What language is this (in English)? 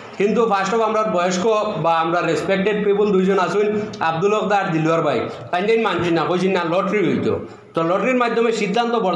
Sylheti